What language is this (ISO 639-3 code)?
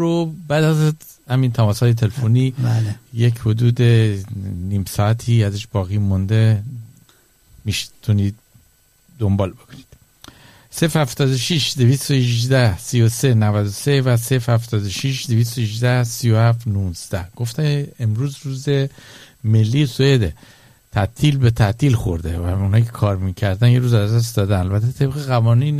fas